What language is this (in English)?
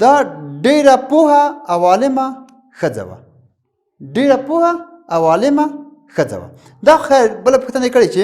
Pashto